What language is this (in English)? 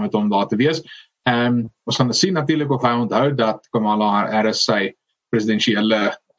Afrikaans